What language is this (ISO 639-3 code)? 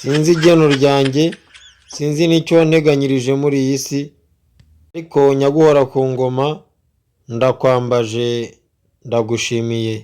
kin